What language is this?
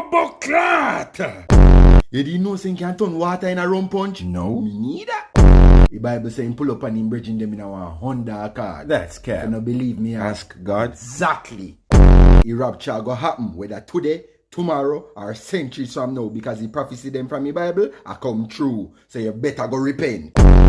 Jamaican Creole English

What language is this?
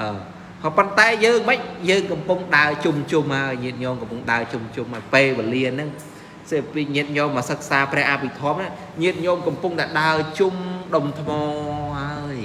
Khmer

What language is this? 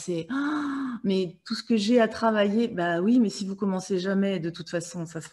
French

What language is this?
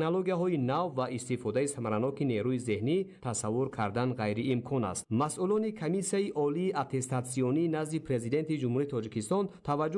Tajik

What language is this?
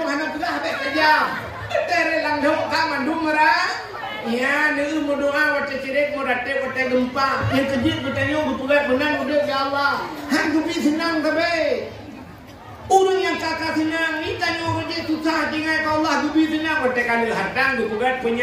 Achinese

